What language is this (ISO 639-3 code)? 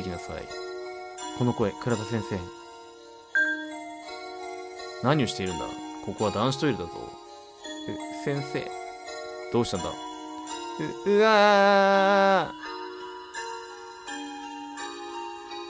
jpn